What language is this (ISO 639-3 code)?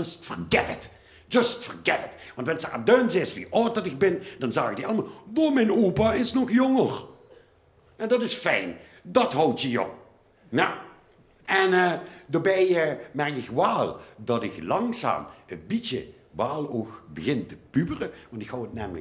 lim